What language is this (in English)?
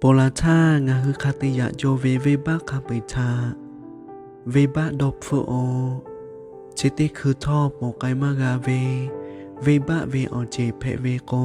Lahu